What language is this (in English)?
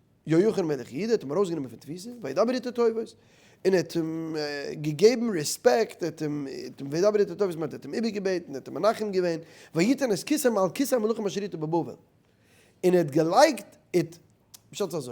Yiddish